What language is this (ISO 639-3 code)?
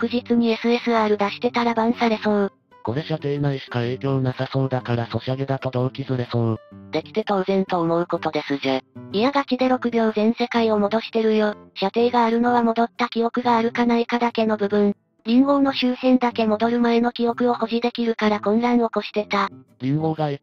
jpn